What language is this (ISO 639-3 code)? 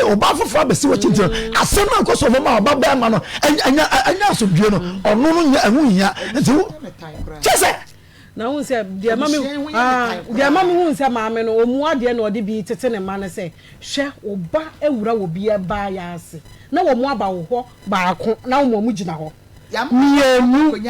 aka